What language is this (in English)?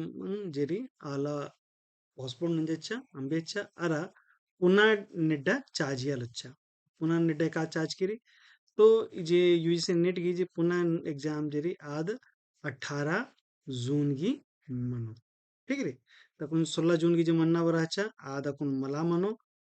Kurukh